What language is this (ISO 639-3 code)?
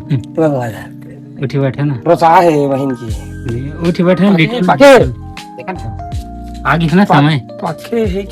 hne